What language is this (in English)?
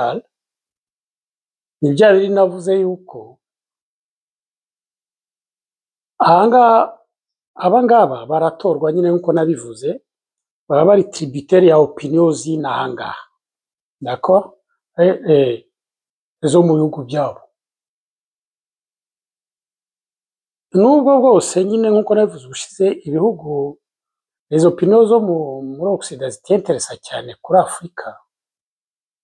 Kinyarwanda